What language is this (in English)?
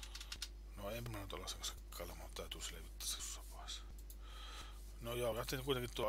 Finnish